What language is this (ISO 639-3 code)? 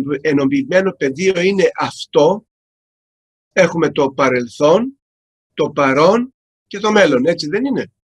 ell